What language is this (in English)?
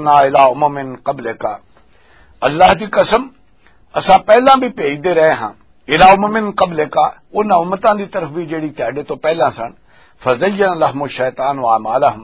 Western Panjabi